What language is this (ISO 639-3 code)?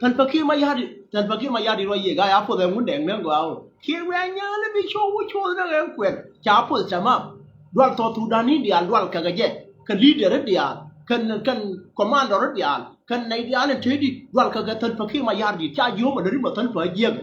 nus